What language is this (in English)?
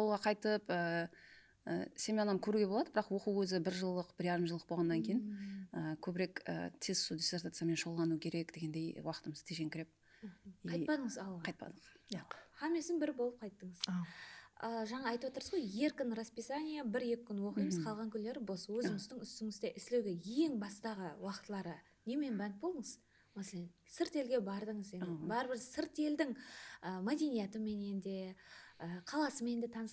Kara-Kalpak